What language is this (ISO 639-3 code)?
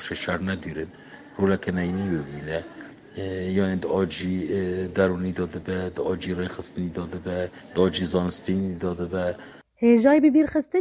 kur